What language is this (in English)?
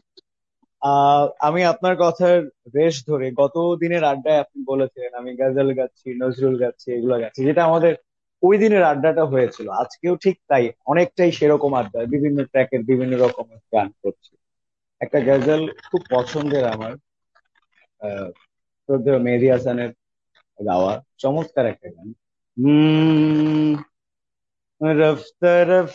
Bangla